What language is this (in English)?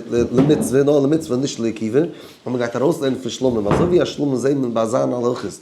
Yiddish